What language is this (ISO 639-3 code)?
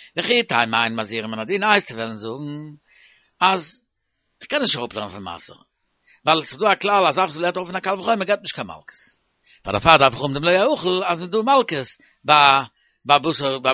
yid